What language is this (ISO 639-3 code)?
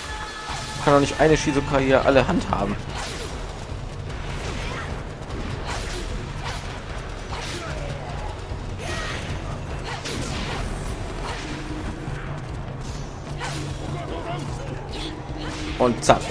deu